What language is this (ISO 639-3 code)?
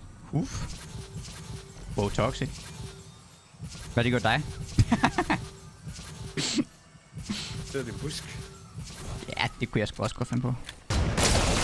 dan